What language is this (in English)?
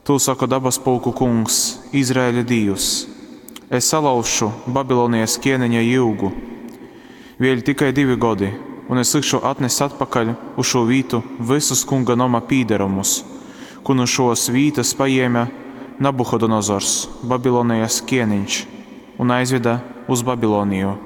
Latgalian